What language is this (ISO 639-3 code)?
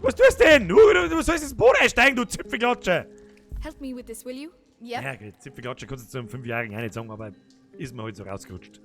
bar